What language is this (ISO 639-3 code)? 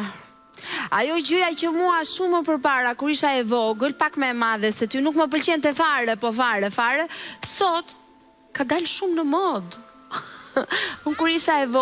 sqi